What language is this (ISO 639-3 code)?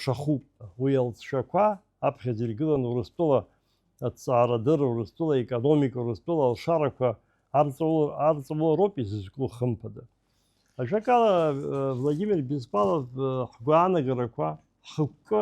abk